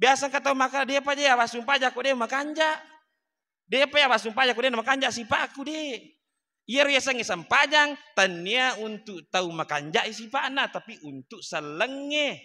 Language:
Buginese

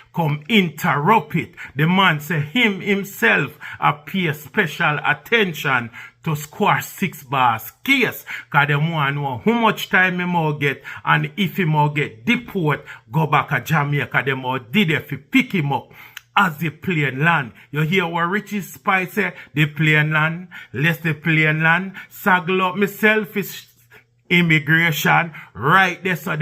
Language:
Jamaican Creole English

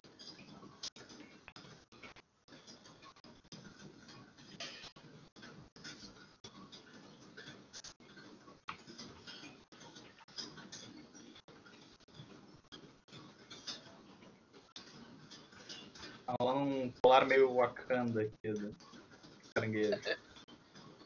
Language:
Portuguese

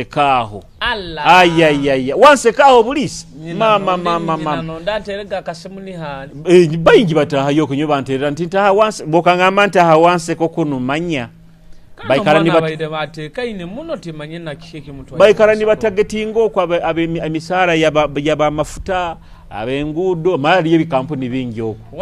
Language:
Nyoro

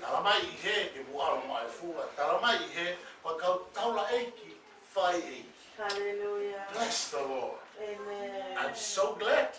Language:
Tongan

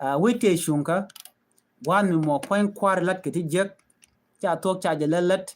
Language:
Nuer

